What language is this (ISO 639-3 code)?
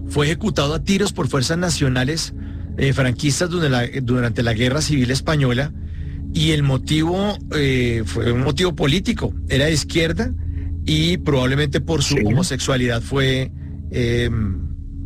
spa